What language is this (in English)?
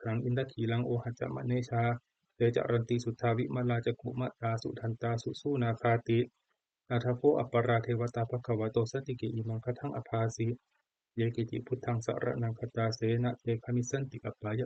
Pali